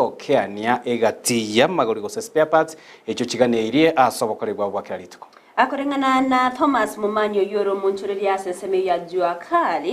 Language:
Gusii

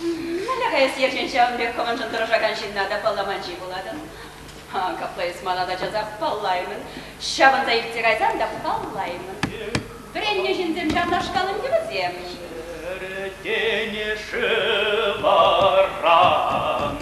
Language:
Chuvash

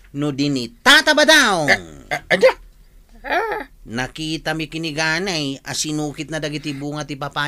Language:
Iloko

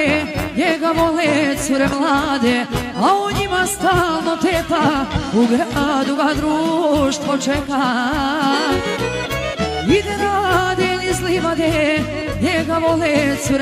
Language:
Serbian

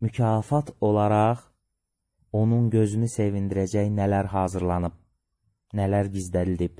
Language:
Azerbaijani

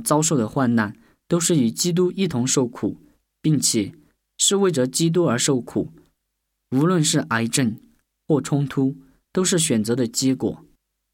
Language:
Chinese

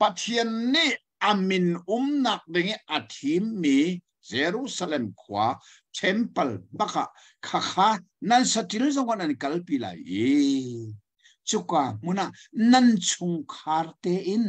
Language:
Hakha Chin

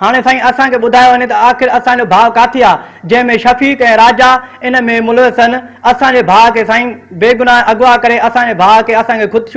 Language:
Sindhi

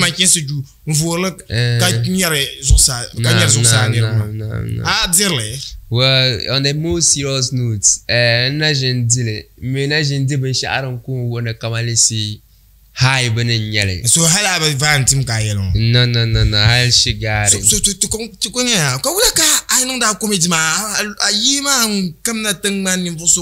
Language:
Dagbani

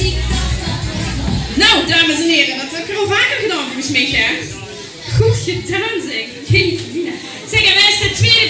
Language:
Limburgish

